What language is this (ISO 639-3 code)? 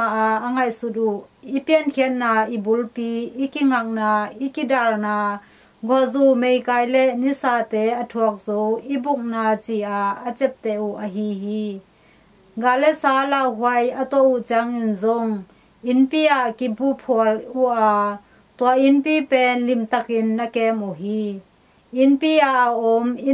ctd